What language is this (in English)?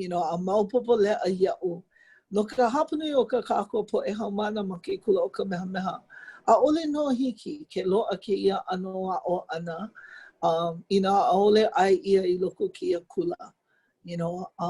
Hawaiian